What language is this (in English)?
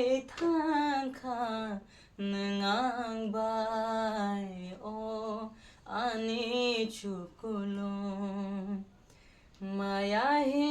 Kok Borok